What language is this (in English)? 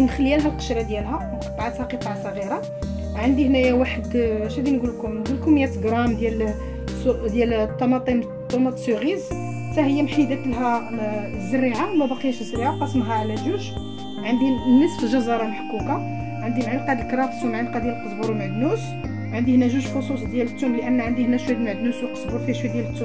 Moroccan Arabic